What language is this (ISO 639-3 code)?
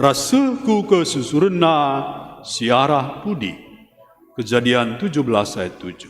btx